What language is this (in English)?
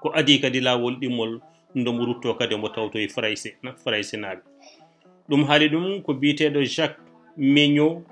Fula